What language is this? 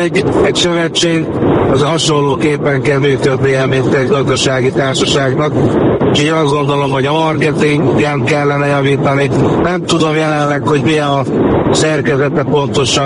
Hungarian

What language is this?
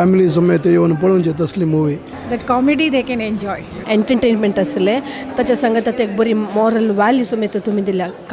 Konkani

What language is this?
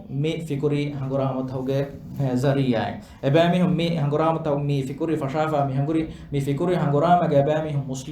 Divehi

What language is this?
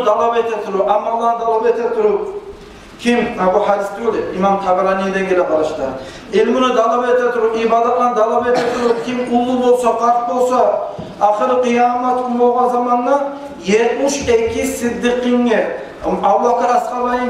Kumyk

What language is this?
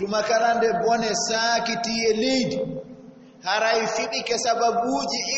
Fula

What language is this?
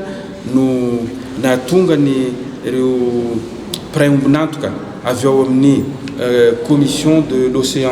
Malagasy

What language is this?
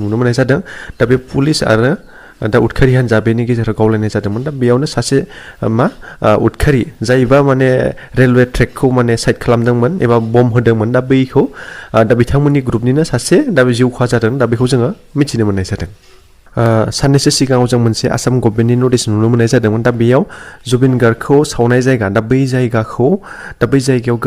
Bodo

